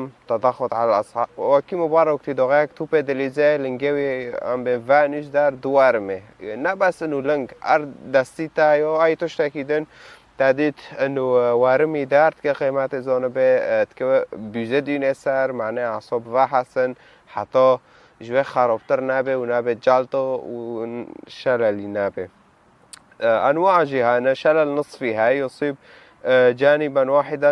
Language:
Kurdish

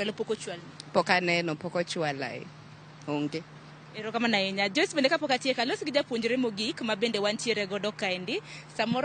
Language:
Luo (Kenya and Tanzania)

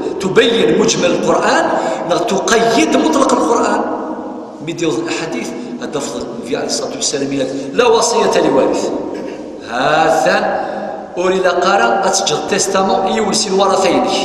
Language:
Kabyle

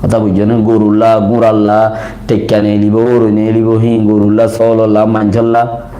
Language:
Rohingya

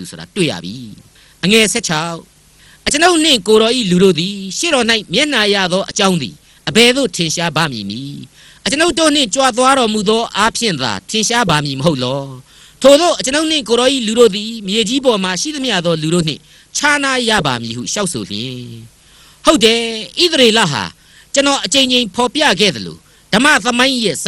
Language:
Burmese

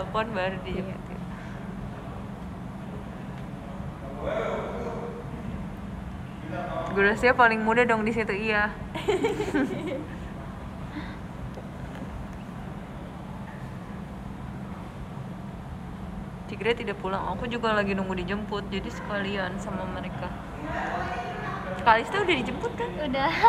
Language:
Indonesian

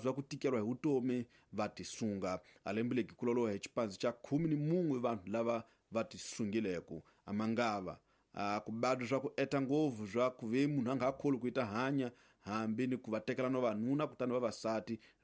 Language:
Tsonga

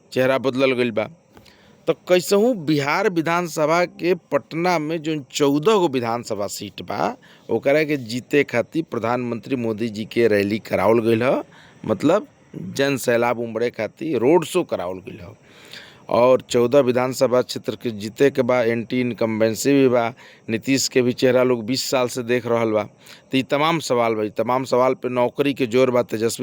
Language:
Bhojpuri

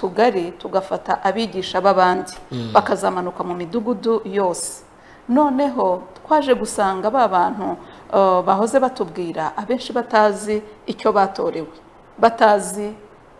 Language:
Kinyarwanda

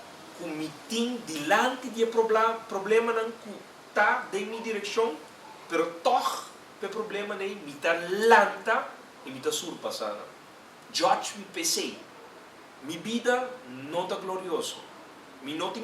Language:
Papiamento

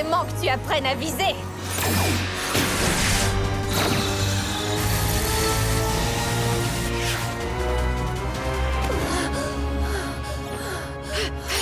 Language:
French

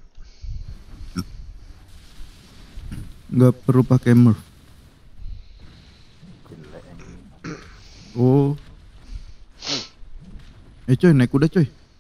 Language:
Indonesian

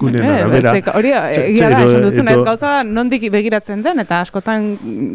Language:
Basque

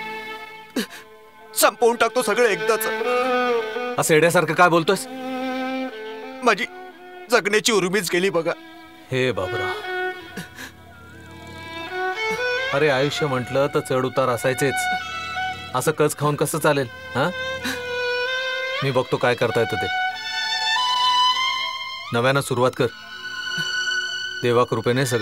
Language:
Marathi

